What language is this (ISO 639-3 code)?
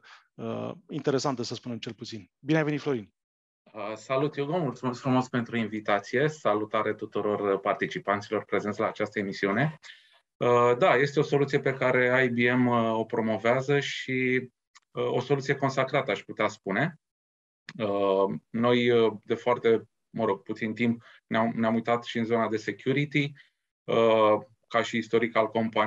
ron